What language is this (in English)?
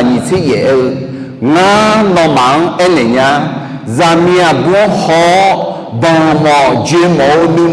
Akha